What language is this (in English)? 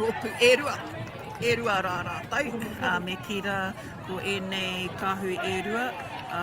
Māori